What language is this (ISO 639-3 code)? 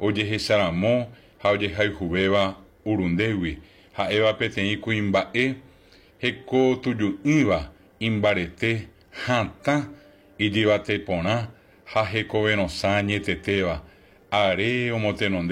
grn